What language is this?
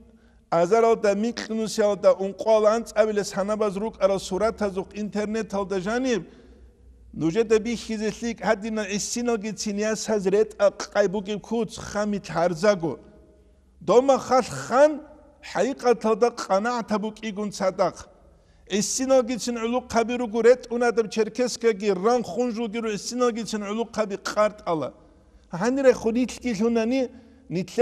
Avaric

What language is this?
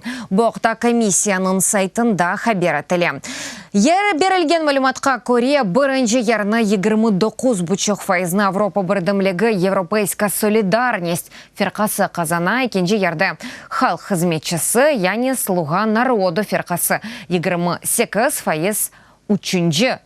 Crimean Tatar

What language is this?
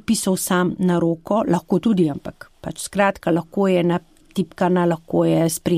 Slovenian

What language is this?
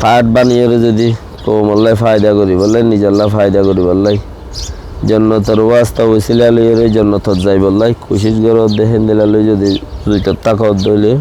Rohingya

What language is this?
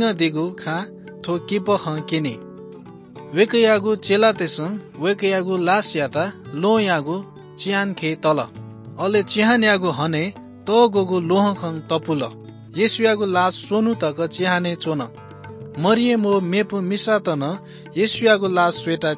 Newari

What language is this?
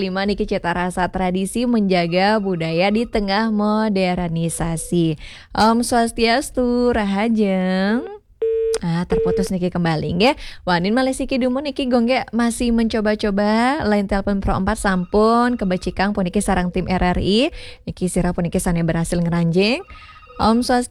Balinese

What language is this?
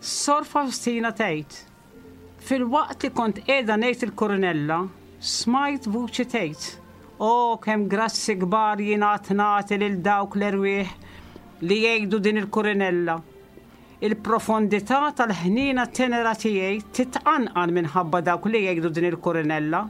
Maltese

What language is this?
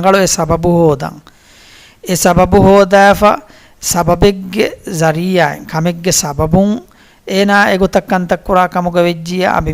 Divehi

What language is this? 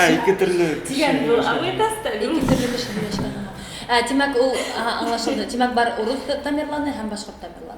Bashkir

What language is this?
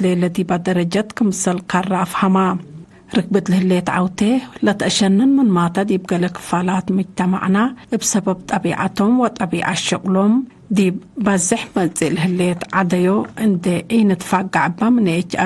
Tigre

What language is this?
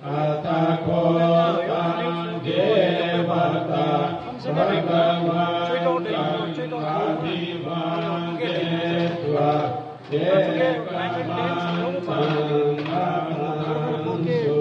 Pali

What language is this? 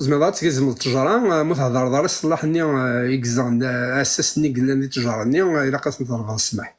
Kabyle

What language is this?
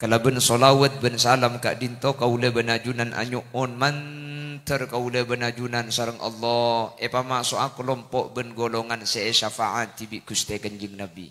Madurese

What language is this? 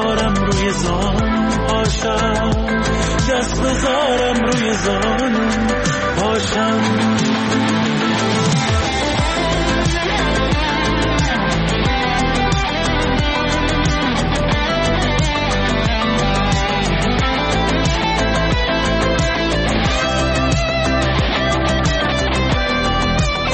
Persian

